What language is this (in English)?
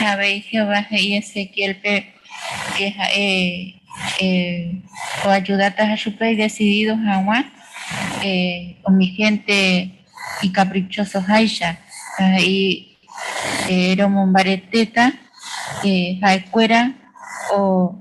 Guarani